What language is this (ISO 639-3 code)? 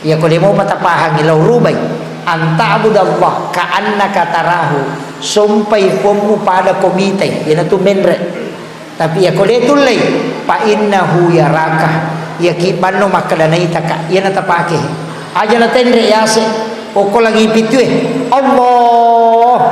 bug